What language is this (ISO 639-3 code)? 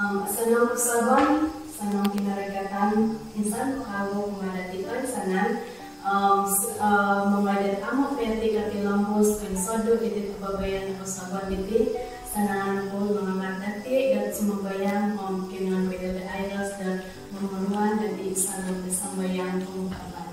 dtp